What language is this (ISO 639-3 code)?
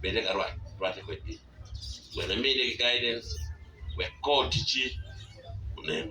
ach